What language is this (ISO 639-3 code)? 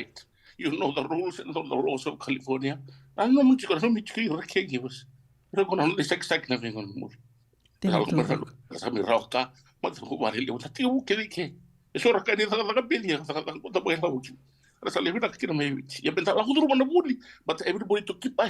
fij